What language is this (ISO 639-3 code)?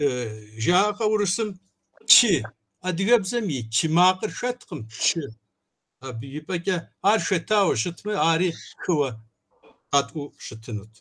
kbd